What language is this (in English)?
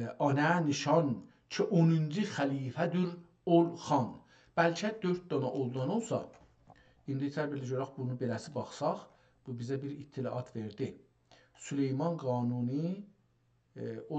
South Azerbaijani